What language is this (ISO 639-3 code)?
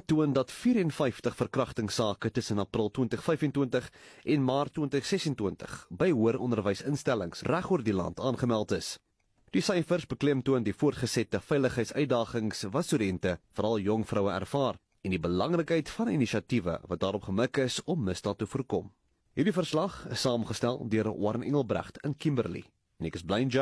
afr